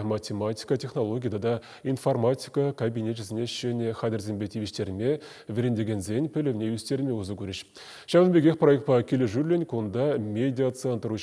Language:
Chuvash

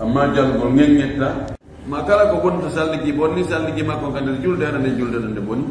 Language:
Fula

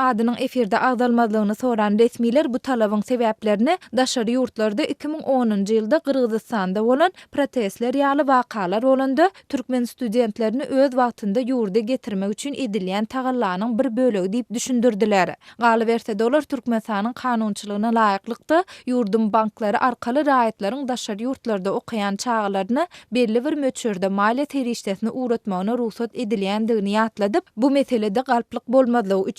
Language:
Turkmen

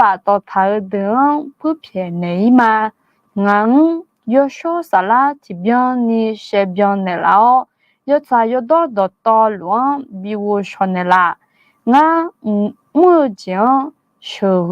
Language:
Akha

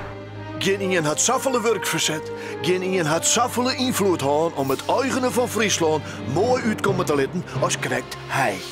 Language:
Western Frisian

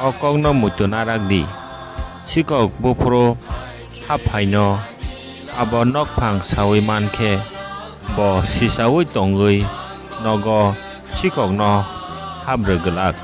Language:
Kok Borok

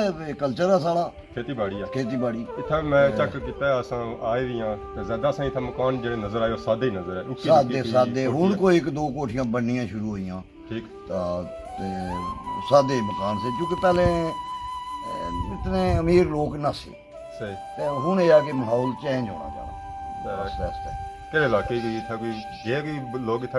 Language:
Pahari-Potwari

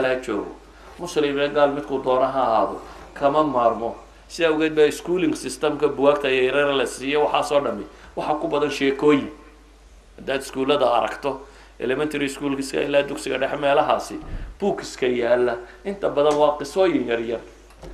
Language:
Somali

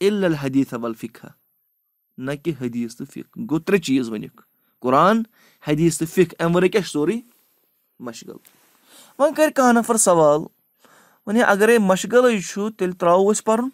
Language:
Kashmiri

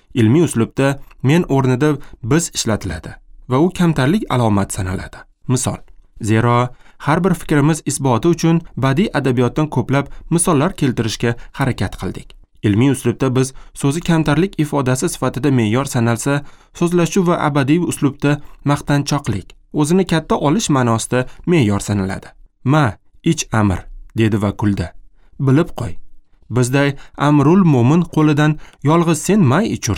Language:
Uzbek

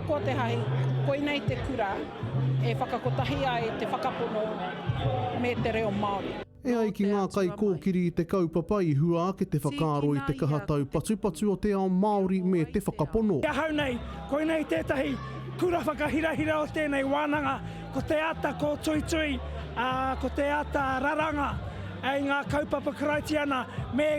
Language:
Māori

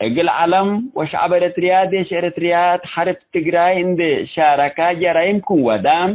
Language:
Tigre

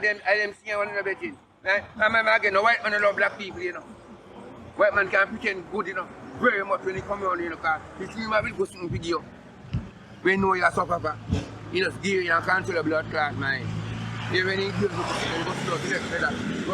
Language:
Jamaican Creole English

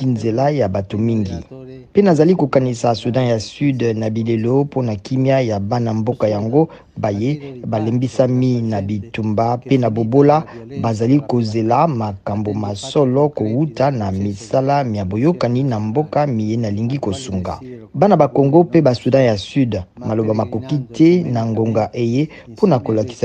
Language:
Lingala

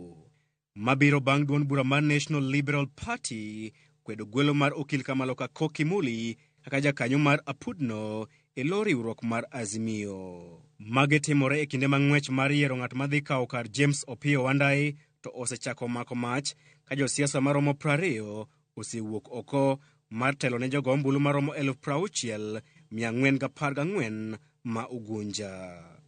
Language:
Luo (Kenya and Tanzania)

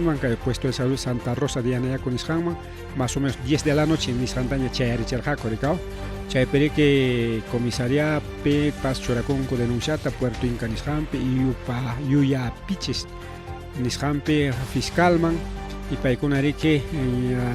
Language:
Ayacucho Quechua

